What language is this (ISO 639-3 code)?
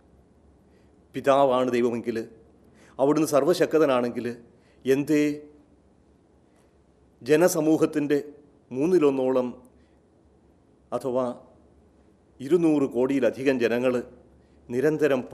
mal